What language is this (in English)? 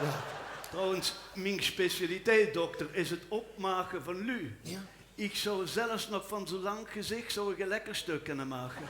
Limburgish